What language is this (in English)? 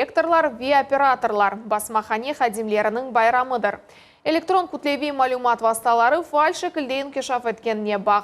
Crimean Tatar